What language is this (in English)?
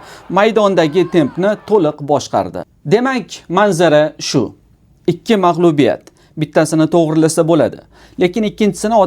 Uzbek